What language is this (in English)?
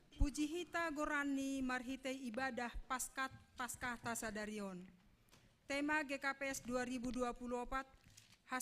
Batak Simalungun